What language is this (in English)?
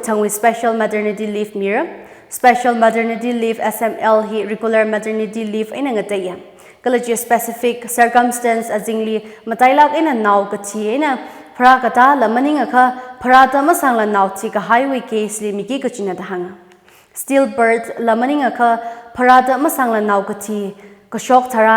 Tangkhul Naga (India)